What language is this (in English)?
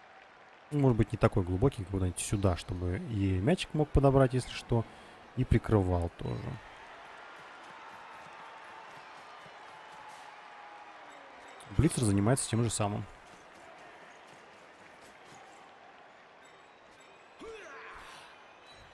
Russian